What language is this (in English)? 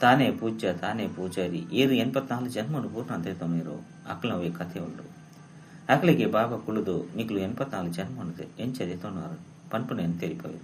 Tulu